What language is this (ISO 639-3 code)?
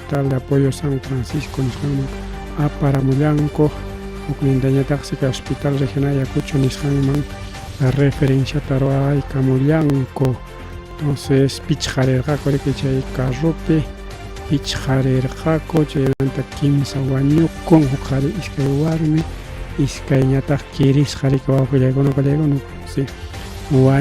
quy